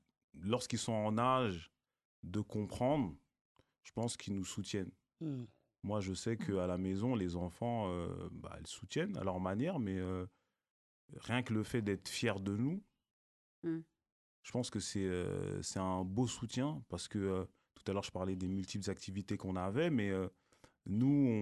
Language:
French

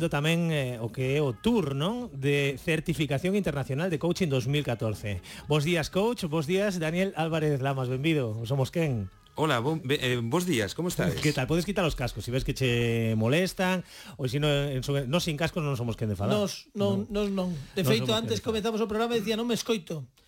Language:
Galician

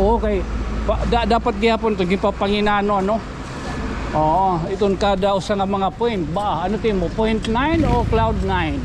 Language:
Waray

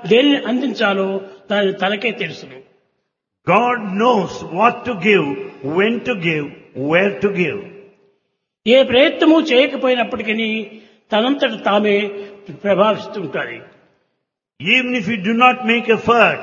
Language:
Telugu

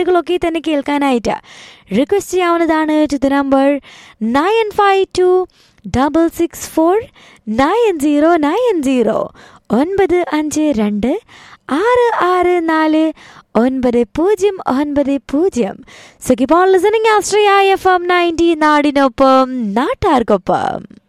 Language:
Malayalam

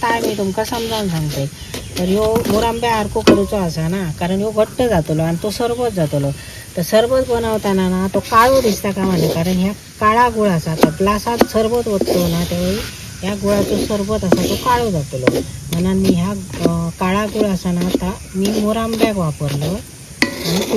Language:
Konkani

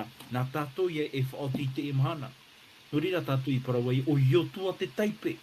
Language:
Tahitian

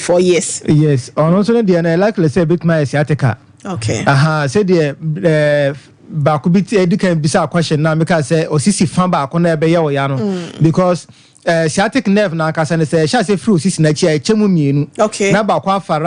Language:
Akan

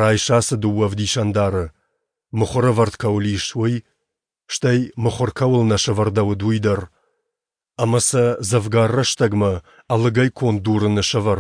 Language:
Ossetic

